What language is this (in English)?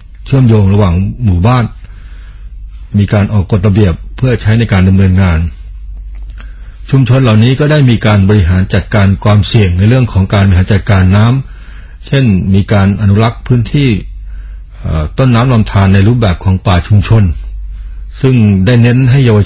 Thai